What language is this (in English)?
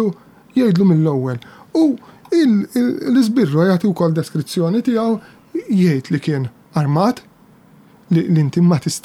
Maltese